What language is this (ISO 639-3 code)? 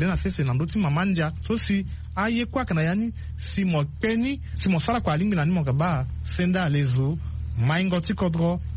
sag